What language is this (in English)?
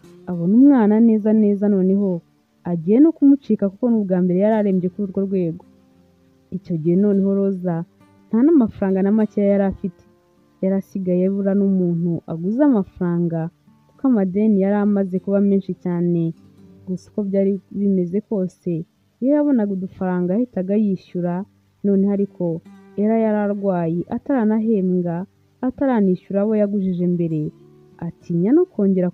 Kinyarwanda